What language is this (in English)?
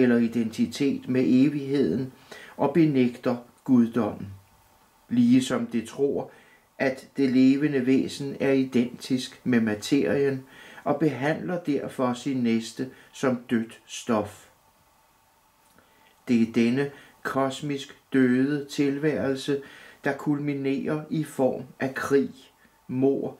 Danish